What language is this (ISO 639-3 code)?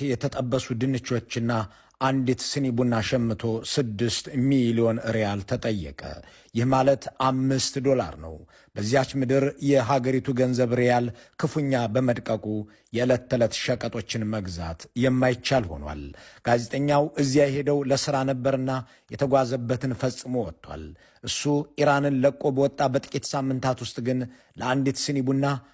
amh